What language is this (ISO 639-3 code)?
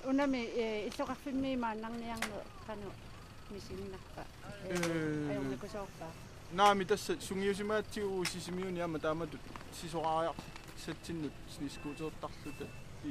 kal